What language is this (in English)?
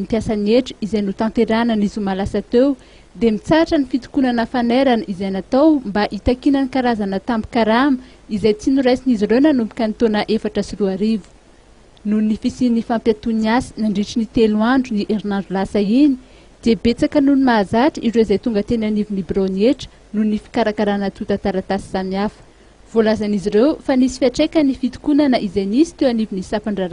Malagasy